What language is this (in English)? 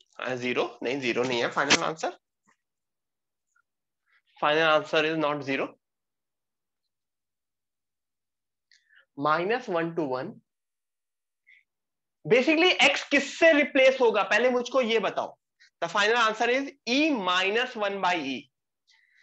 Hindi